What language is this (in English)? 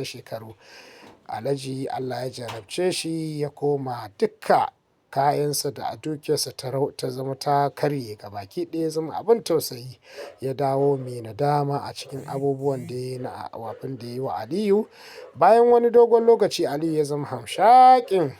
Hausa